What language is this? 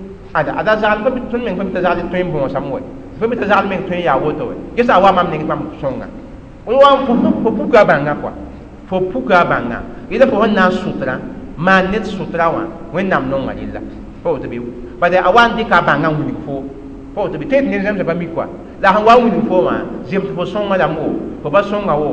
Mossi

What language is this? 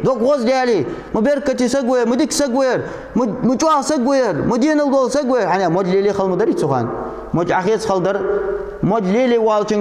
Ingush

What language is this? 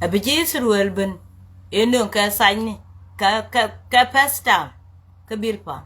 Nuer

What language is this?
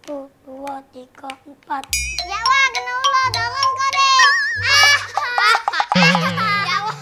Musi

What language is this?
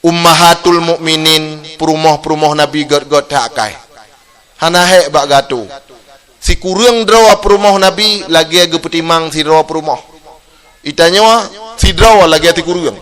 Achinese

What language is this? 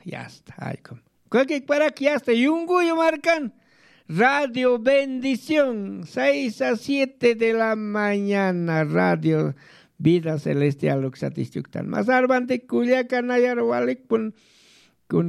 Aymara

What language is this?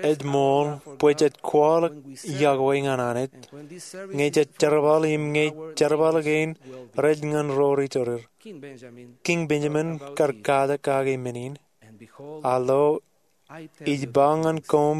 Marshallese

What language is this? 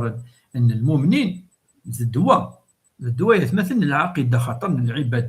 Kabyle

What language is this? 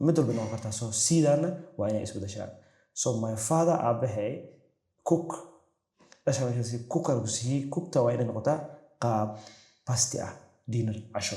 Somali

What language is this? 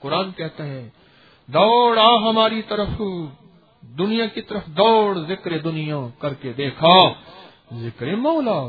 Urdu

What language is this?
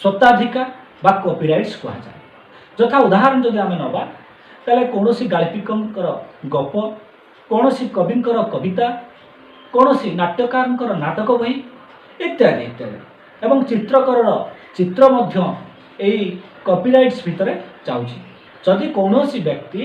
Odia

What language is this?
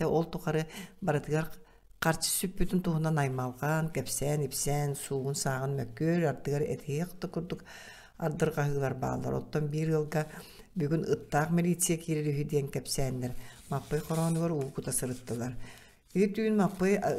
Yakut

